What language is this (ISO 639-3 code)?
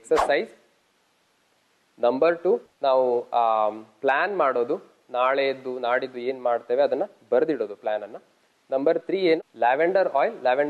kan